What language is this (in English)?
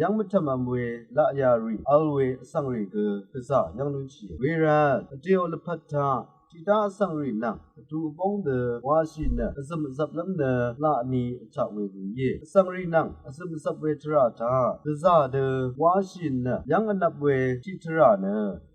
Rawang